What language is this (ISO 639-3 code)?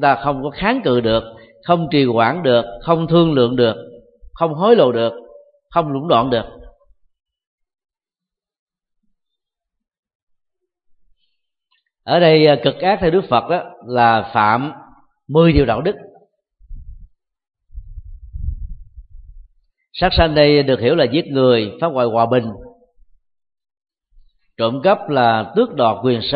vie